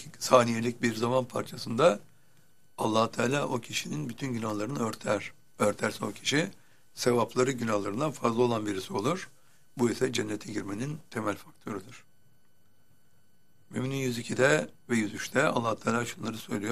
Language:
Turkish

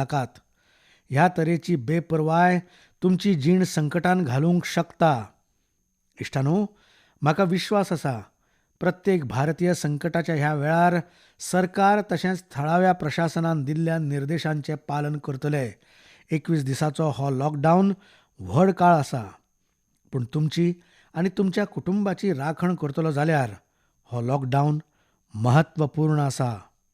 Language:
Konkani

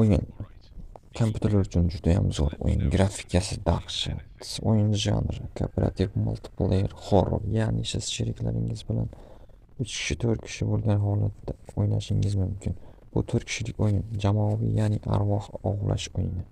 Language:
Uzbek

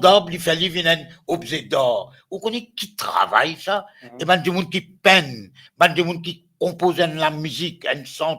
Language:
Morisyen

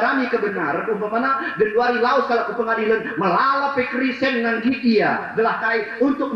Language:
Batak Karo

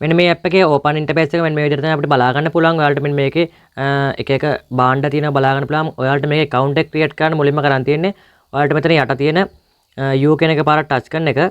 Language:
Sinhala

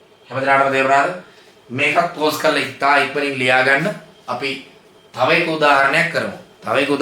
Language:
Sinhala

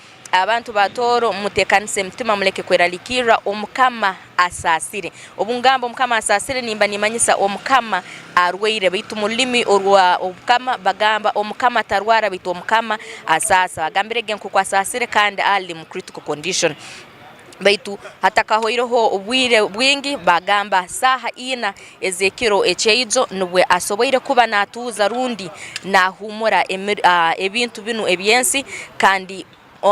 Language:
Tooro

